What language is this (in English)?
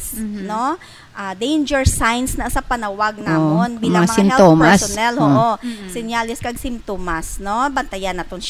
Hiligaynon